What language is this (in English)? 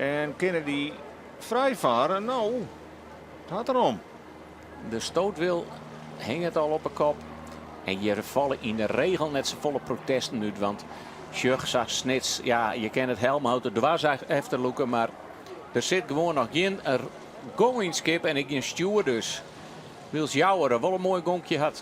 Western Frisian